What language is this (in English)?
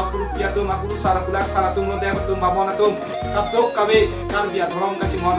Karbi